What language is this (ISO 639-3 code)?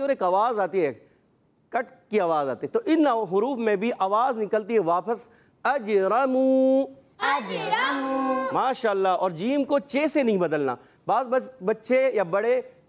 hin